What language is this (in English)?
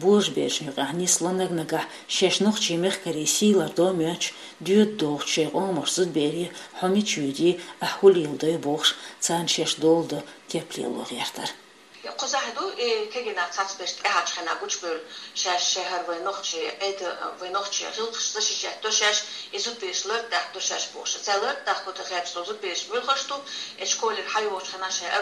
Chechen